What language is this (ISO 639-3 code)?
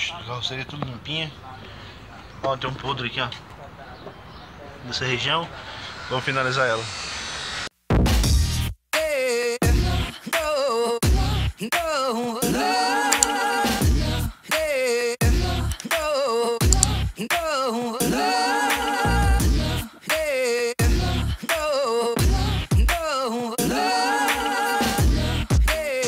por